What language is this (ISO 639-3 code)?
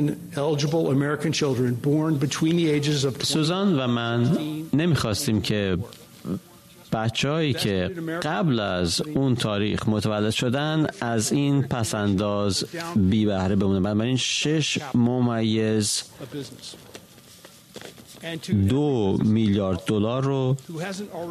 fas